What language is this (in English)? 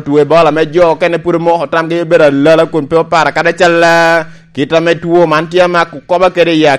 Lango (Uganda)